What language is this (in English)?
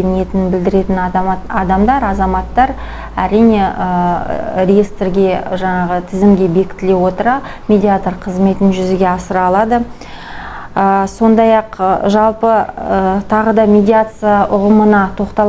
Kazakh